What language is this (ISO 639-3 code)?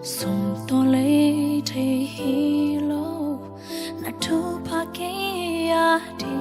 ctd